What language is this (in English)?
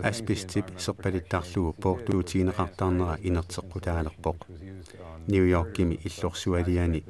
Kalaallisut